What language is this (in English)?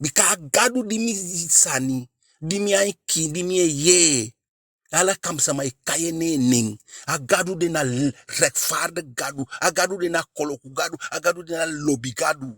Eastern Maroon Creole